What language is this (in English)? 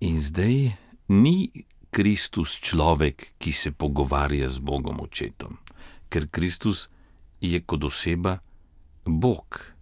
Slovenian